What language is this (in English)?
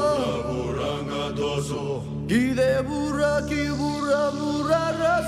Fijian